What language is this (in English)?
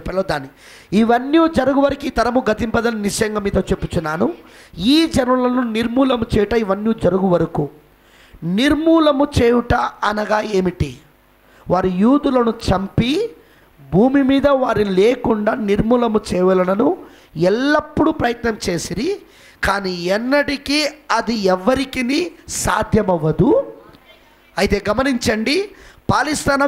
Telugu